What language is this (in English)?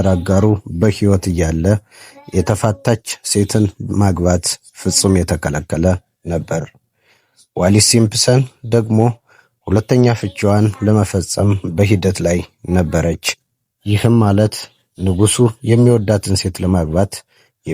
Amharic